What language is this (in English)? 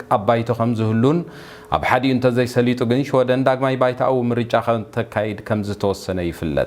Tigrinya